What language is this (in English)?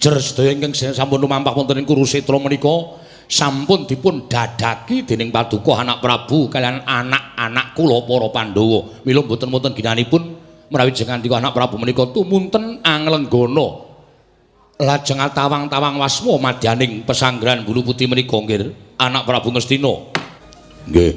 Javanese